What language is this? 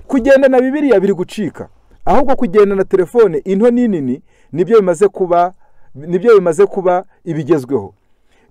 Kinyarwanda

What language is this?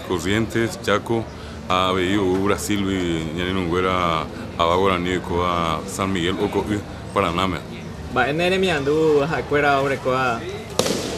Guarani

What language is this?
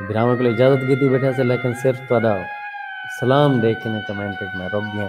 Saraiki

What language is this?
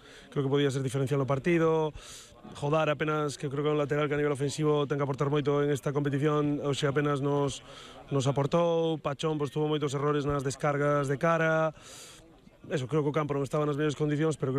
Galician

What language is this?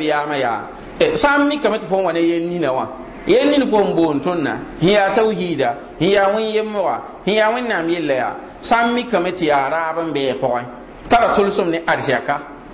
Mossi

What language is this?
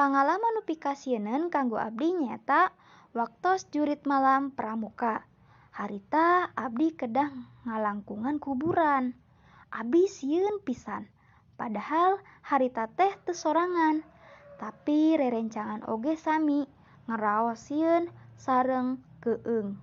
Sundanese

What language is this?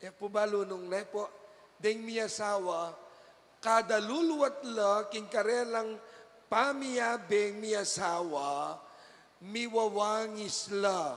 Pampanga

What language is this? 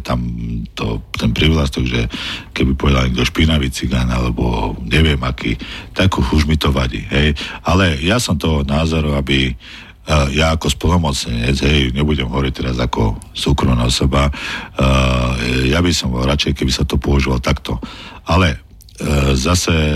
Slovak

